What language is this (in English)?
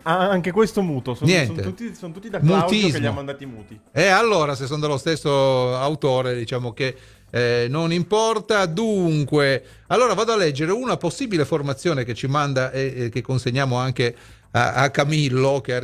Italian